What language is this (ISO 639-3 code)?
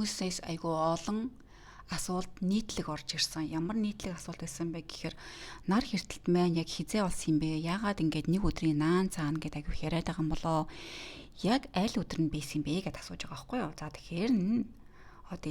mon